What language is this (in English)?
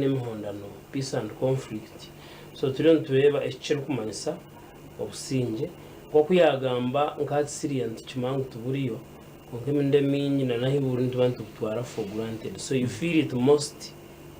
Nyankole